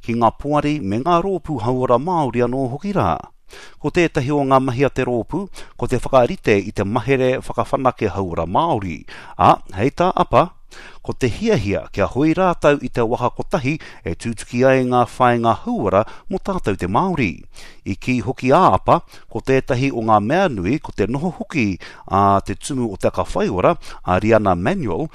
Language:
Māori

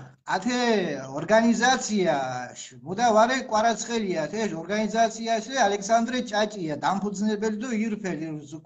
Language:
Mingrelian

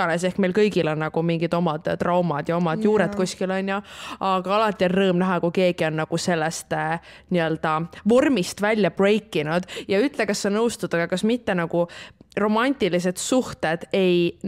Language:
Estonian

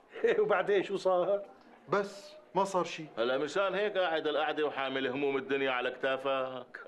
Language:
North Levantine Arabic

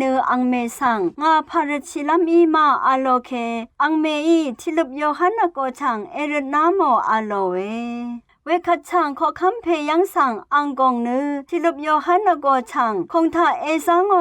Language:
Rawang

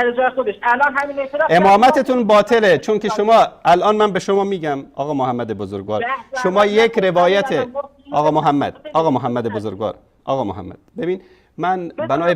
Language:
Persian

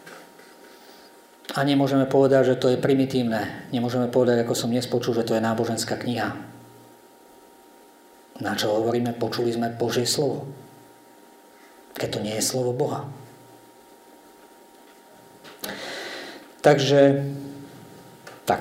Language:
Slovak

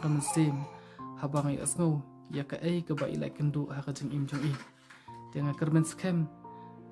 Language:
Khasi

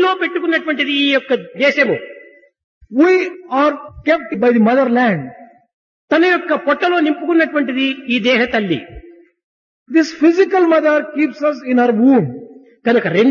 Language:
Telugu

